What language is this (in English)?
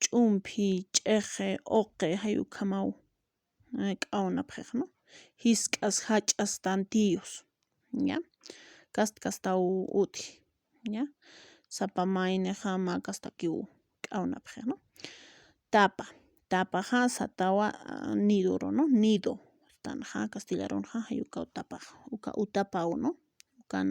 Aymara